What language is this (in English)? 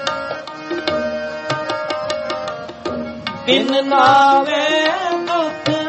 Punjabi